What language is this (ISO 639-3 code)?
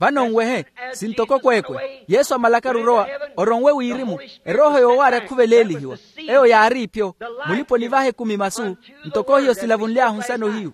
vmw